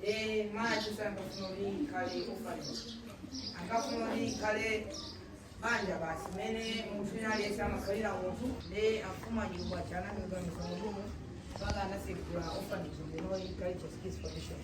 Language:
Nyanja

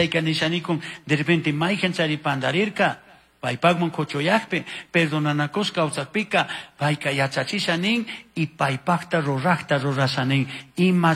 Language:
Chimborazo Highland Quichua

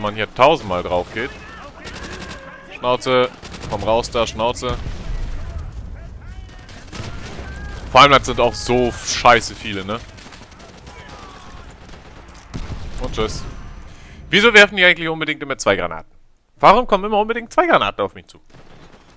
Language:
German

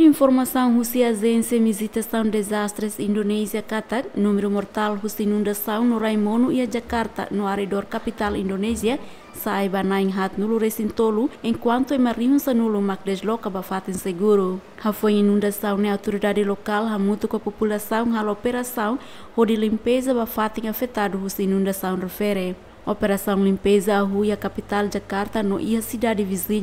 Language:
Tetum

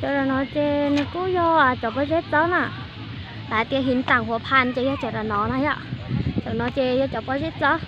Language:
Hmong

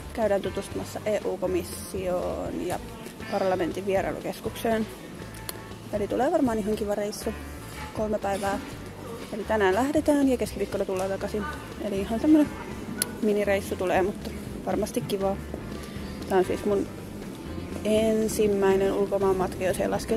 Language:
Finnish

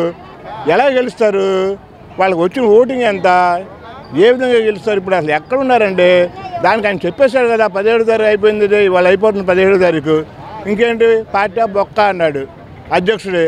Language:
Telugu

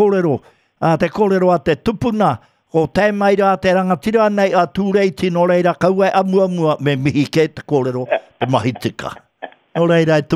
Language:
Māori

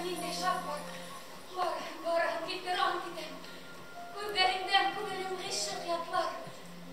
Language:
Bashkir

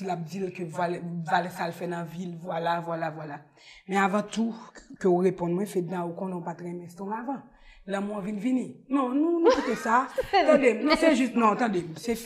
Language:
Haitian Creole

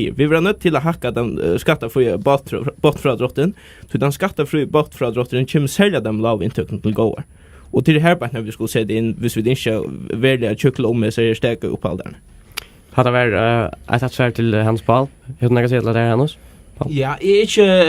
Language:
Faroese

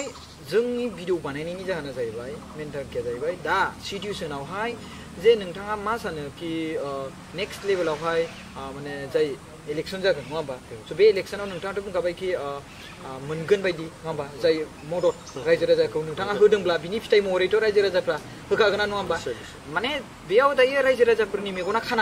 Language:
Bodo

